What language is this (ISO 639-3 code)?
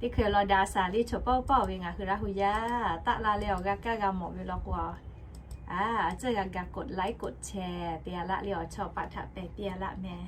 lhu